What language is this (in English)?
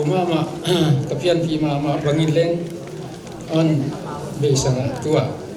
Paite Chin